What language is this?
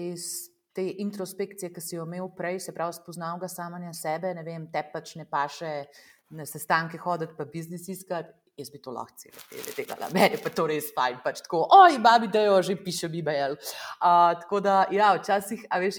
Slovenian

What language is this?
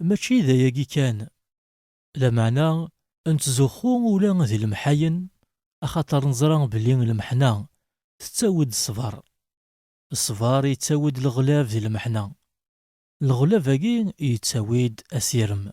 Kabyle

